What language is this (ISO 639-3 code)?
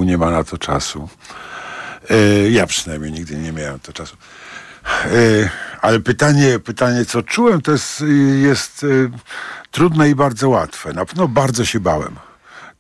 pol